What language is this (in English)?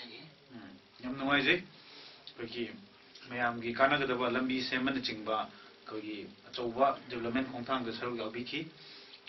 Manipuri